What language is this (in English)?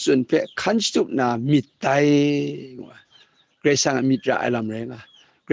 Kachin